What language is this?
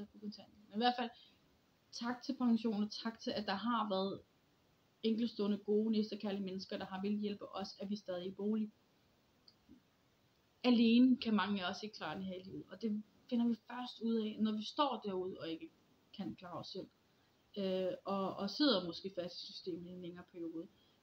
Danish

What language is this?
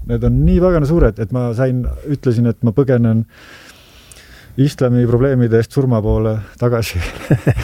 Estonian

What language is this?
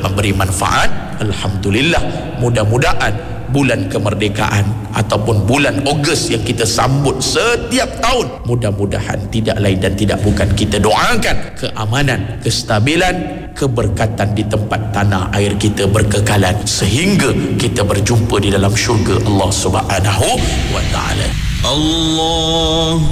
Malay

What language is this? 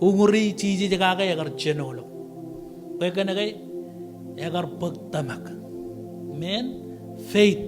Marshallese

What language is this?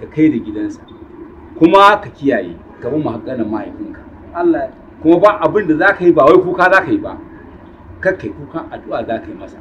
Hausa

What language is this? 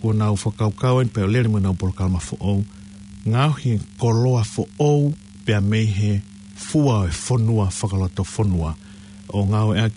Tongan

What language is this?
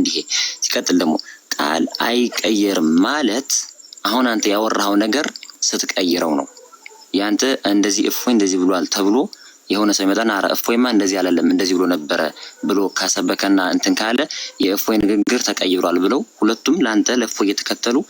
Amharic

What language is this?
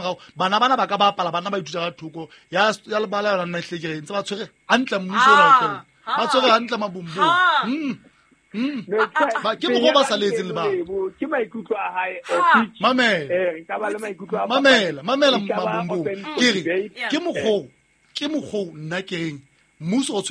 Southern Sotho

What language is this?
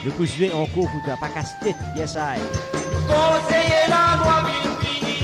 Morisyen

